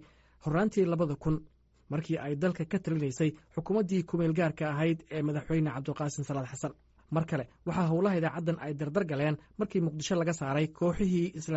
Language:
Somali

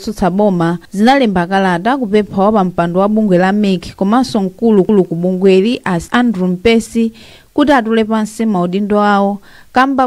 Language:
Nyanja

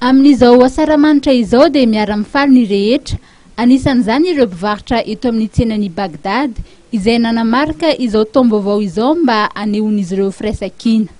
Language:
Malagasy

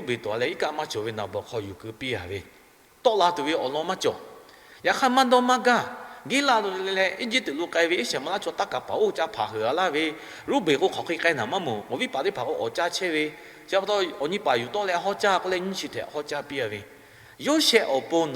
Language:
Lahu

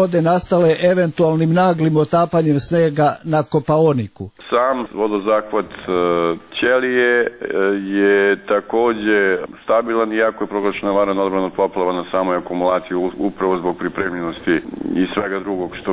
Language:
Serbian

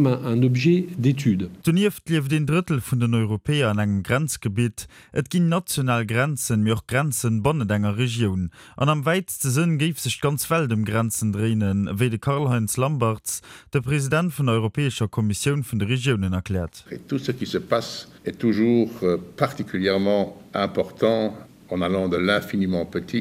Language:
Luxembourgish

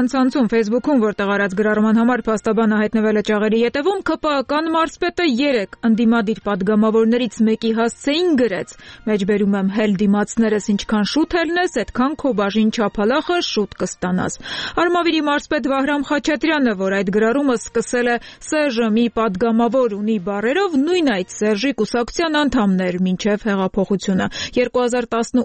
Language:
Armenian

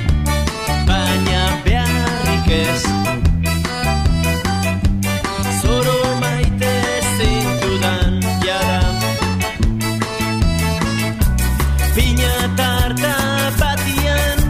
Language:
Basque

